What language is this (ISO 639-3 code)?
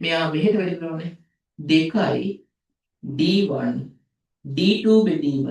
sin